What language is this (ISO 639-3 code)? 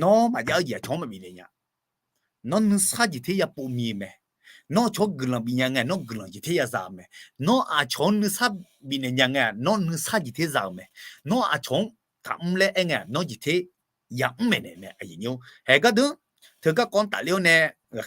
ahk